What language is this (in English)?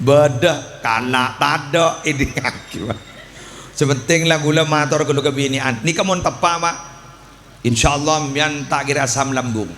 Madurese